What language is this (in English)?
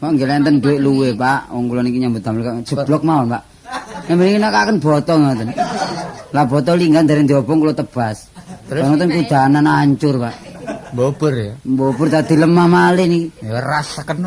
Javanese